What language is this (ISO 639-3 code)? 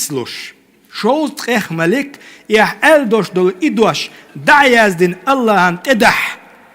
che